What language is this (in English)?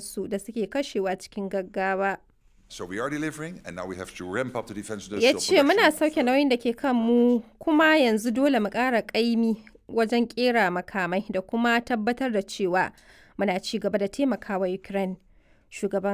Hausa